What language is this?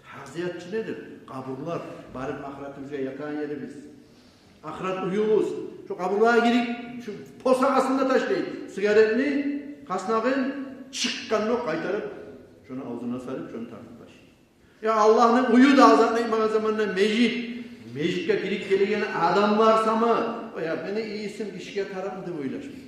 Kumyk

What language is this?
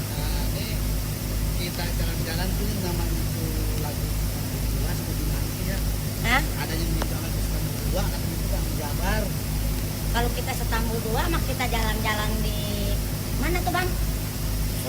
Betawi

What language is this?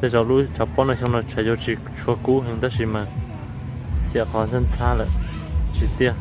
Hmong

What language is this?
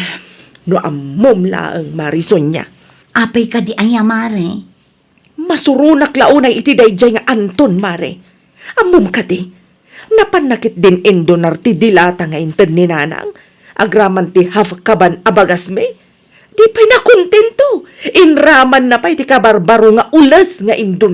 Iloko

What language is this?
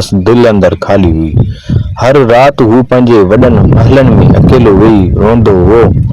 Sindhi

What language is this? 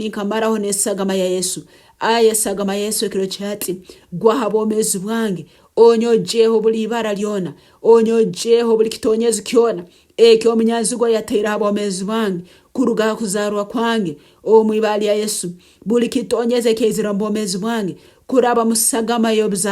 Nyankole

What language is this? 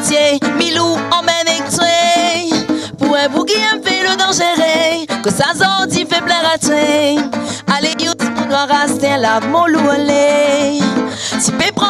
Réunion Creole French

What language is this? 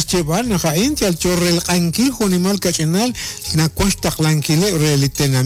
Kekchí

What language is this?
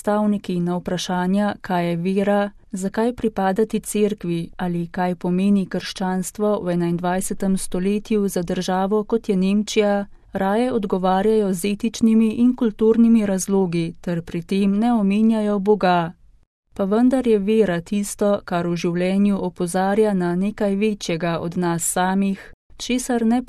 Slovenian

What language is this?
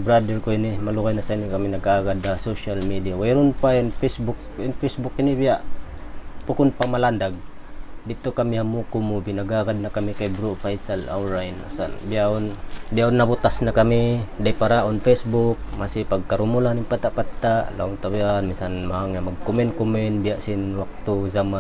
Tausug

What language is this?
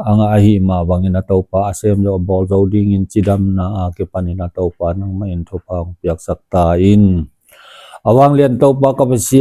Tedim Chin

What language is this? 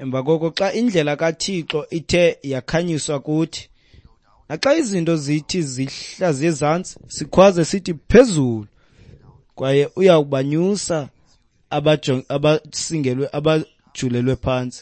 Xhosa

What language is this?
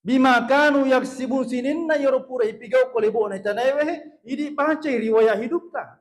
Buginese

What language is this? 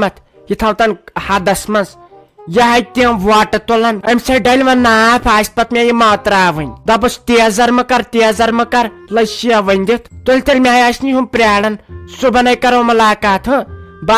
Kashmiri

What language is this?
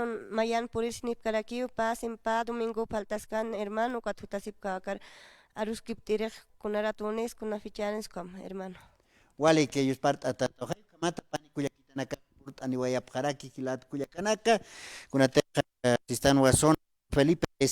Aymara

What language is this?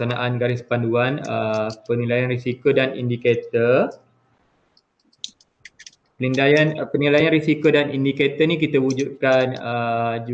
Malay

